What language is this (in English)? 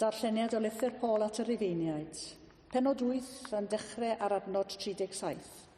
Welsh